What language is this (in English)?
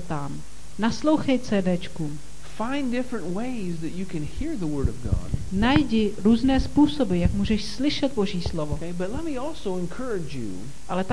Czech